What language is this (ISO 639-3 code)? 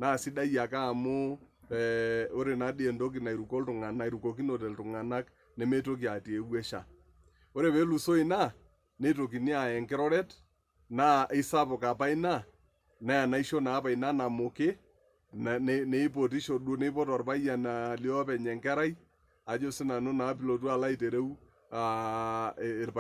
mas